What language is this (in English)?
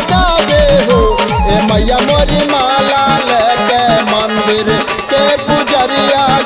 Bhojpuri